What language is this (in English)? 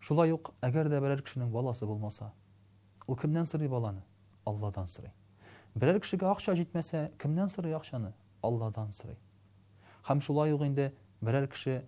Tatar